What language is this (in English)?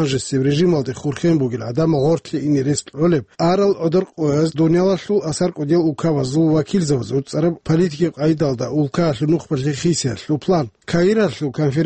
Avaric